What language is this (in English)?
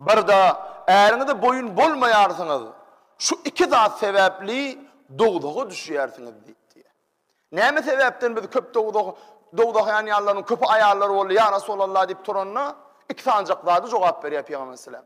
Turkmen